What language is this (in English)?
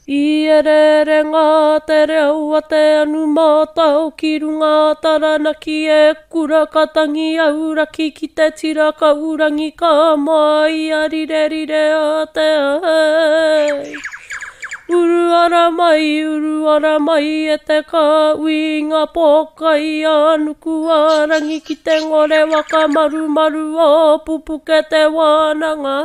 Māori